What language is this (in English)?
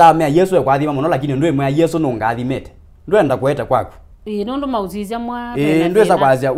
Kamba